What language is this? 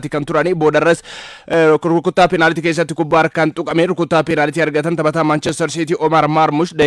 Oromo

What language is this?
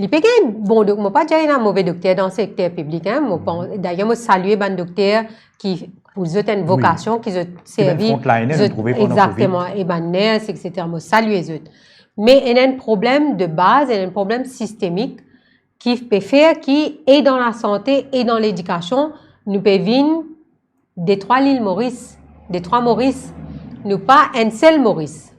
Morisyen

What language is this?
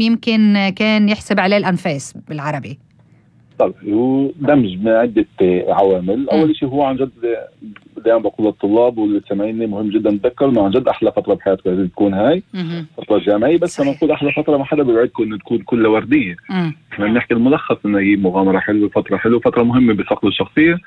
North Levantine Arabic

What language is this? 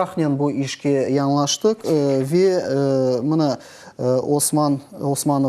Crimean Tatar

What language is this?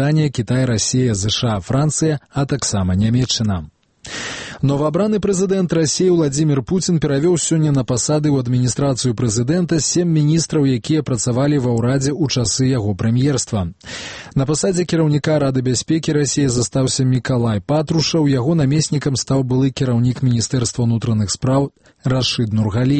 Belarusian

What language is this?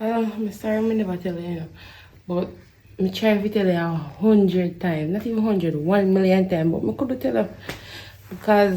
Jamaican Creole English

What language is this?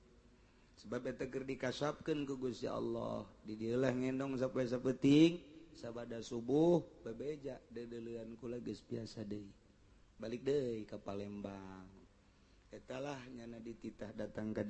Sundanese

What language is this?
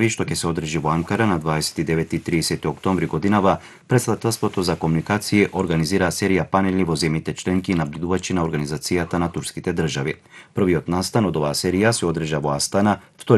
Macedonian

